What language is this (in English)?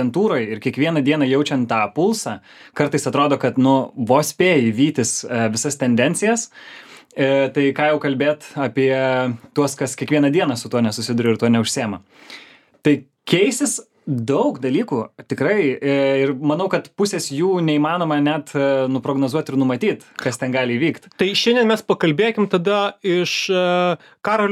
Lithuanian